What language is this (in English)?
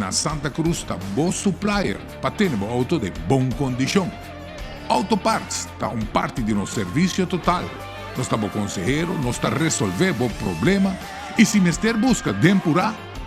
Papiamento